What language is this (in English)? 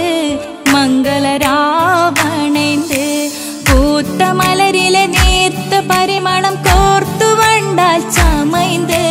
Malayalam